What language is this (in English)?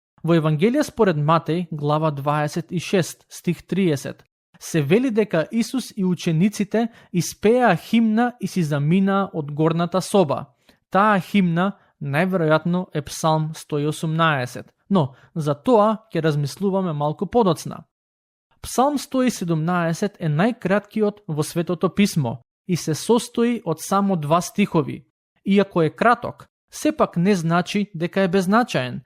Macedonian